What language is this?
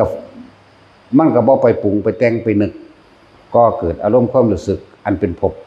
Northeastern Thai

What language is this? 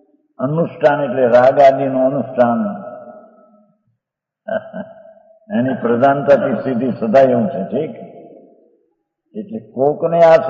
Gujarati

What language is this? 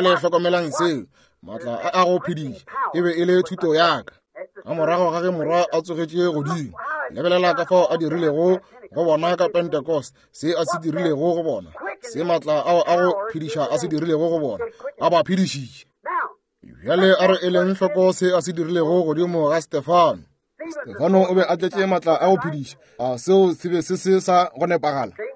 Northern Sotho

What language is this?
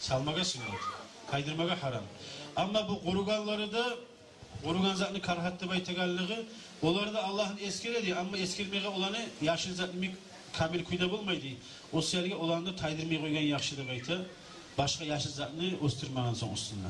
Kumyk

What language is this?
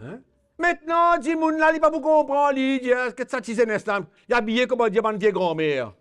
Morisyen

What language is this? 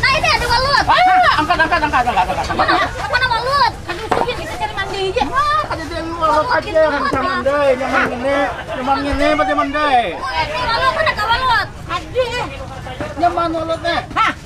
Banjar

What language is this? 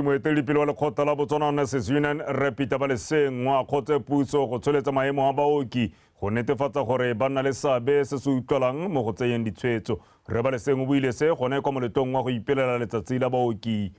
Tswana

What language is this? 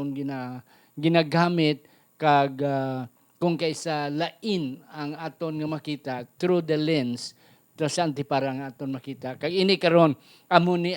Hiligaynon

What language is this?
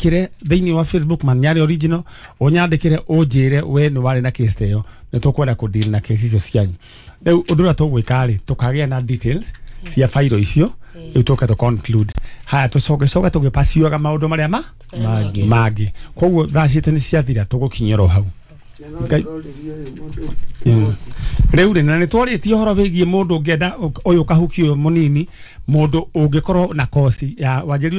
Kikuyu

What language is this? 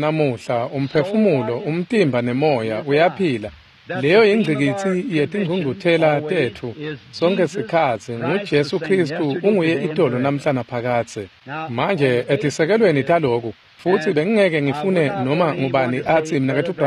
Swati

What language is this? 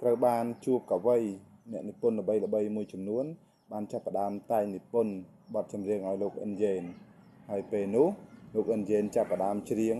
Khmer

